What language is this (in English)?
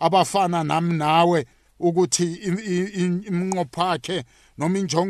South Ndebele